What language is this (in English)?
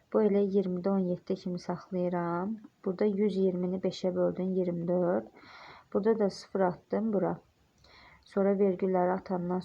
Azerbaijani